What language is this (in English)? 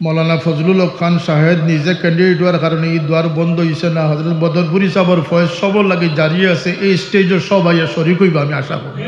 Sylheti